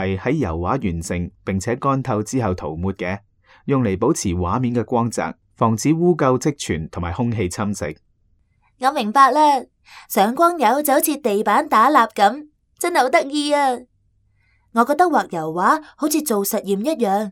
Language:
Cantonese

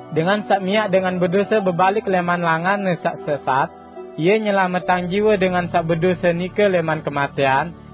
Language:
Sasak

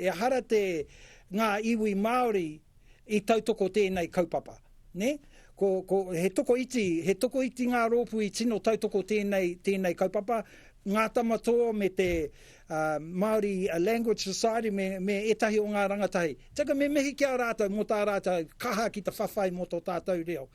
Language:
Māori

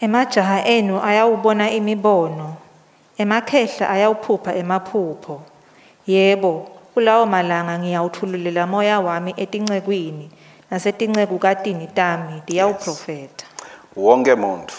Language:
Swati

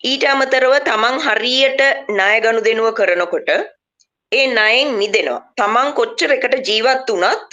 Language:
Sinhala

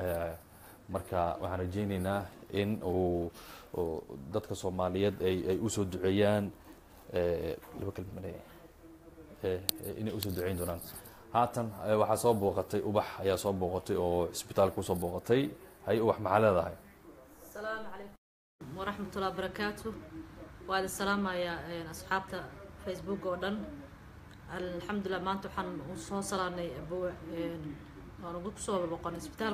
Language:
Somali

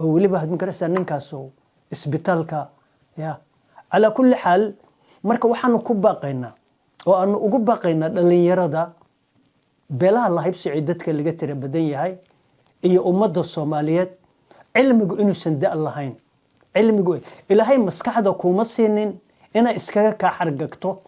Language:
Somali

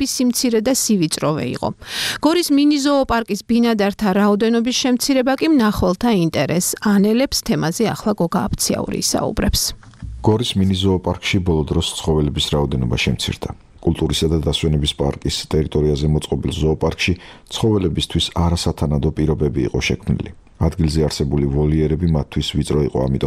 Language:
Georgian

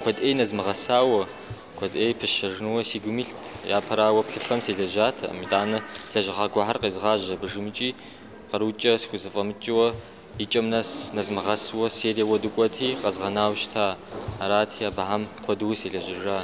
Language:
Kabardian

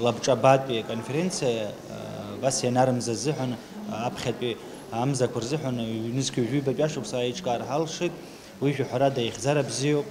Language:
Abkhazian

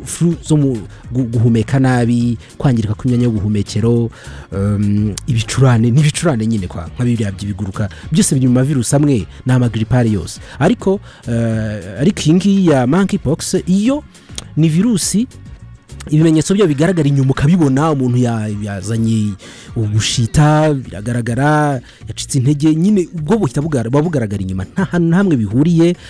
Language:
Kinyarwanda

